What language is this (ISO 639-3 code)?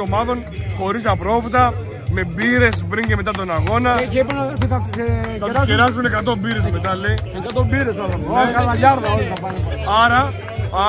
ell